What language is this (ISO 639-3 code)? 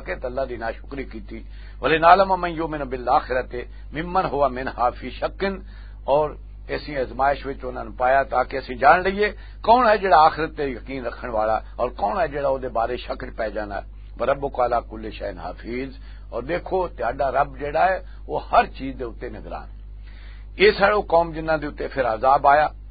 lah